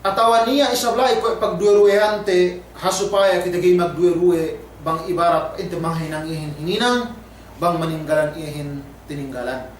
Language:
Yakan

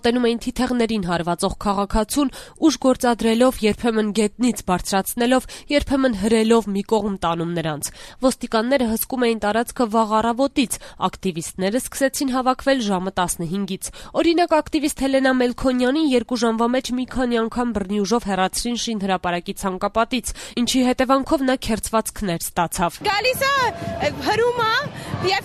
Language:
Armenian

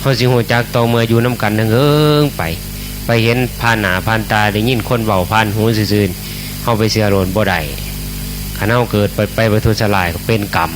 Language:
Northeastern Thai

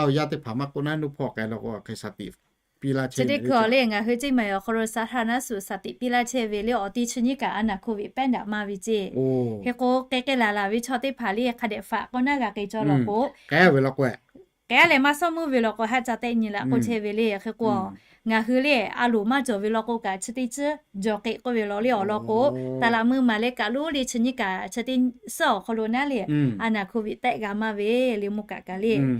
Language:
Lahu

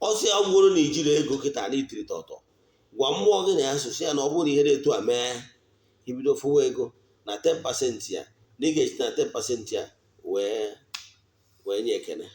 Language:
Igbo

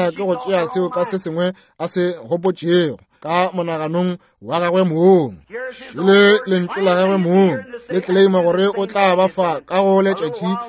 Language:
Northern Sotho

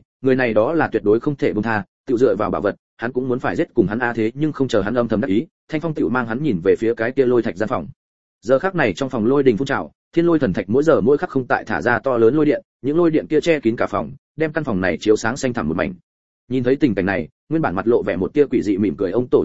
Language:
Vietnamese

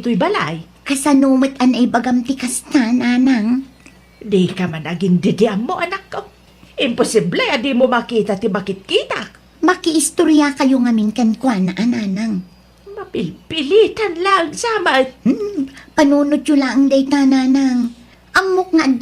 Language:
Iloko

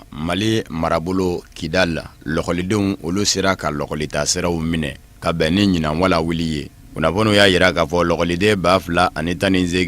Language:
Bambara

